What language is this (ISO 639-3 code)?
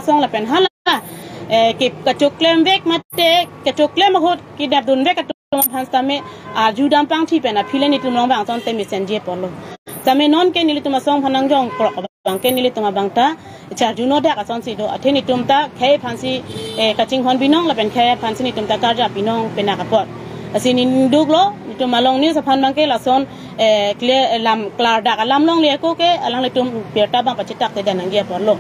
mjw